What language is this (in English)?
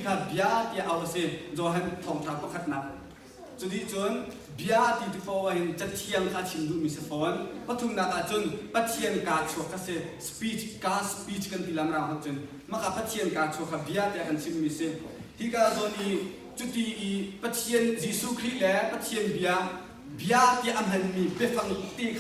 Hakha Chin